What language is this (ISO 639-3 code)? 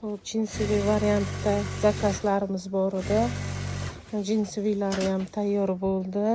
uzb